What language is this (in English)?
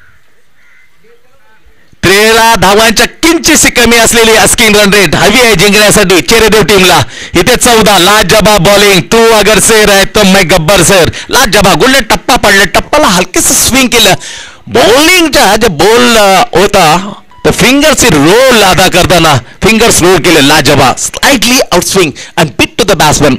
Marathi